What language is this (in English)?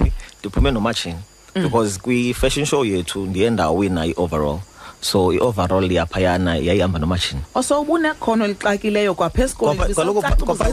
Xhosa